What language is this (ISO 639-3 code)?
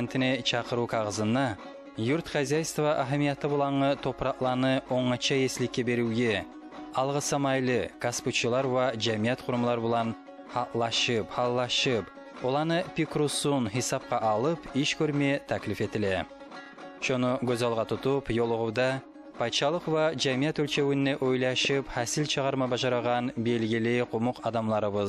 kum